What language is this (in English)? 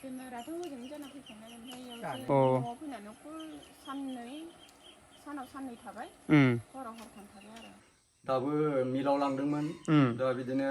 Bodo